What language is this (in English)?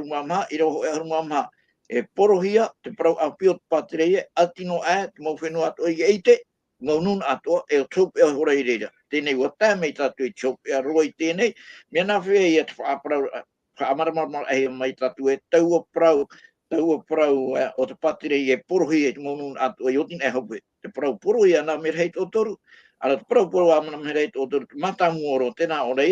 Tahitian